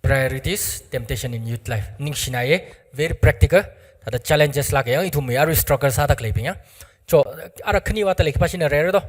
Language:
Tangkhul Naga (India)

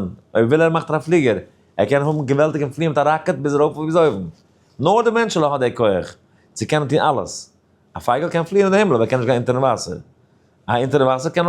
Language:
Yiddish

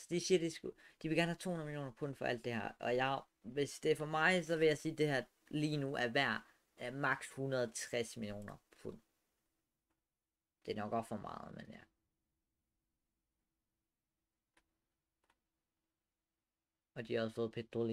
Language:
Danish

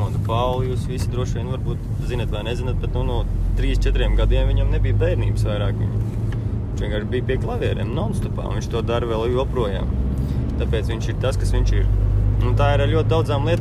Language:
Latvian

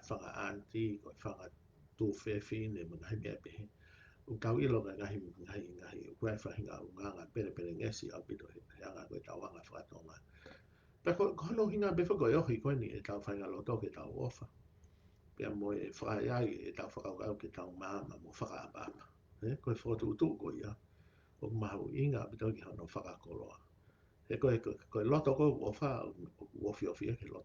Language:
Tongan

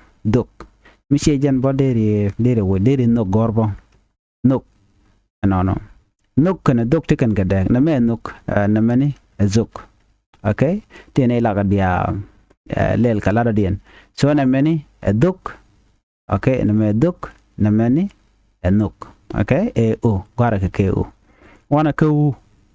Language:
Nuer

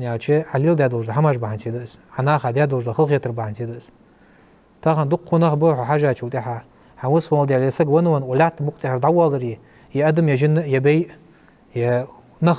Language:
Ingush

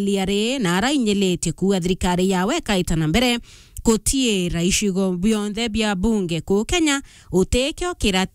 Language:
Meru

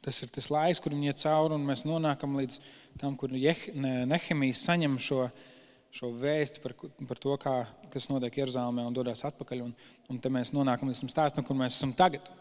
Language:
Latvian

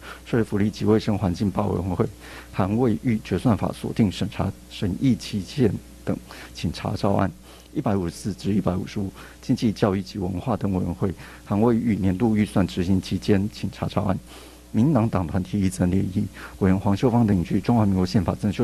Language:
Chinese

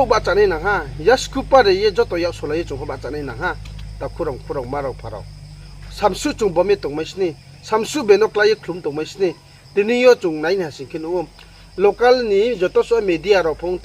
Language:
Riang (India)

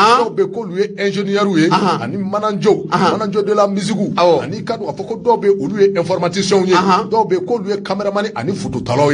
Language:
Bambara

